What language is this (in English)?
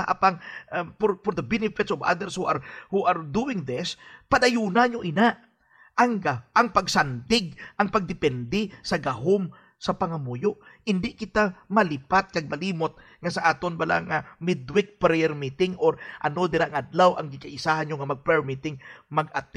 Hiligaynon